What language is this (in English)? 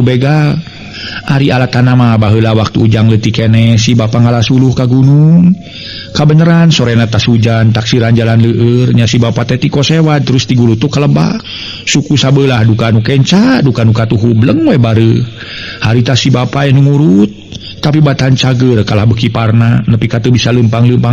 Sundanese